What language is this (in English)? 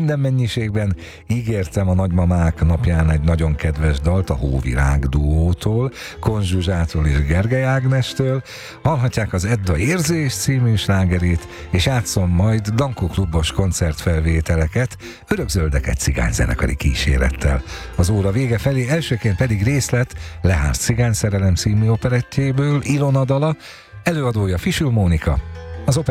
Hungarian